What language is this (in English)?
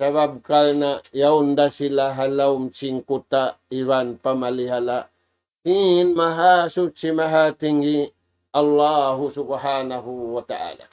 Tausug